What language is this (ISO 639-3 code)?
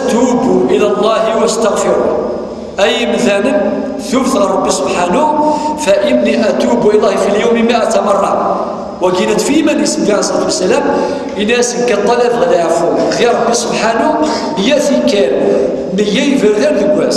kab